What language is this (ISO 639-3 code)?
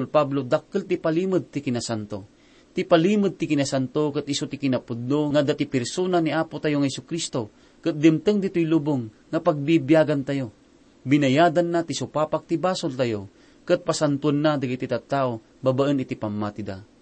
ilo